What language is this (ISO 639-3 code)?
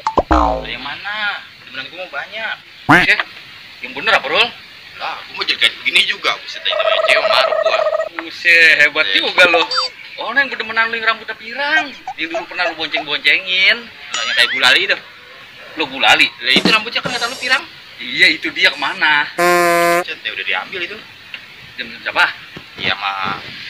bew